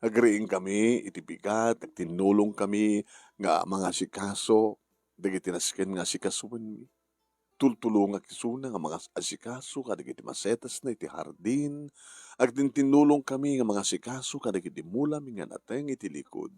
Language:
Iloko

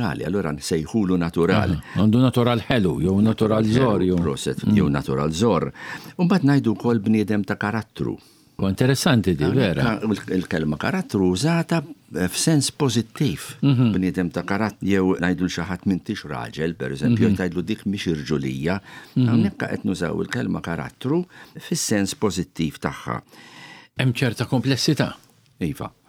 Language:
Maltese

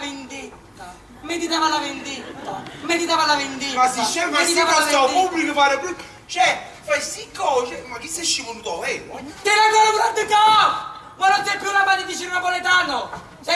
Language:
Neapolitan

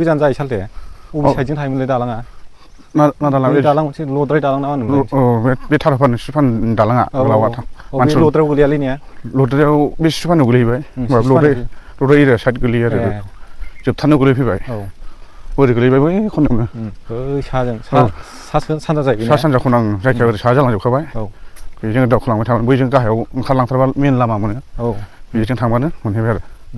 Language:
Bodo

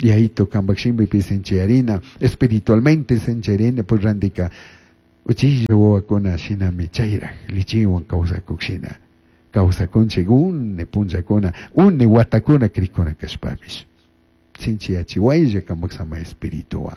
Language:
Chimborazo Highland Quichua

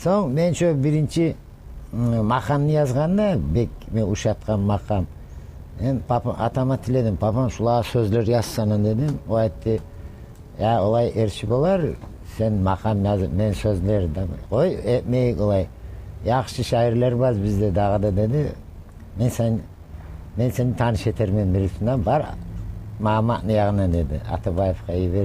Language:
Kumyk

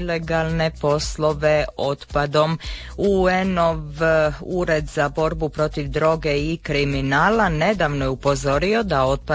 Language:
Croatian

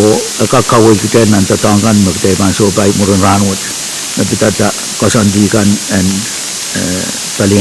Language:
Pohnpeian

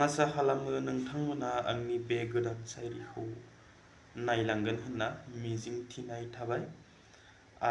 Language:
Bodo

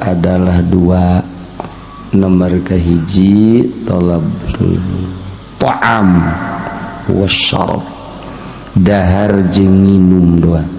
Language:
Sundanese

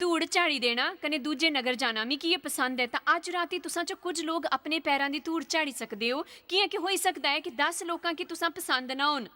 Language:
Dogri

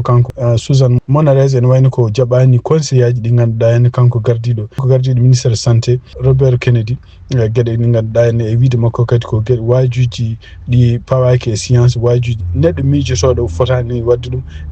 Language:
Fula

